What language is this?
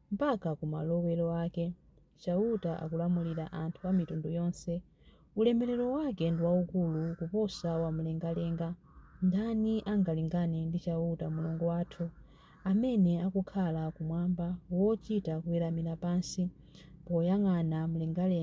Nyanja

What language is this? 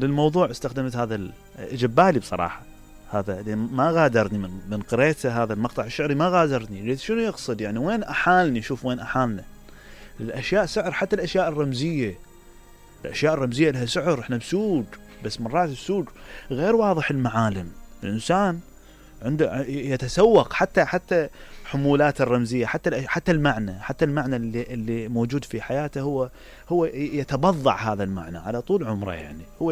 Mesopotamian Arabic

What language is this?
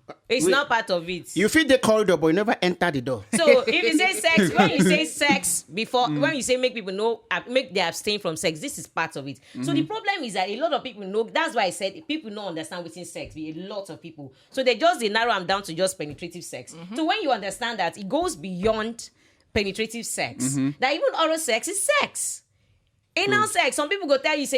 Nigerian Pidgin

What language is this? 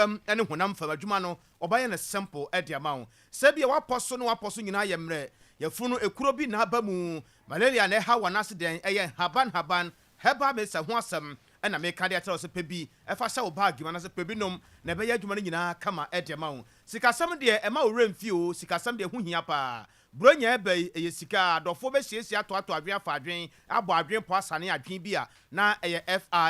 Akan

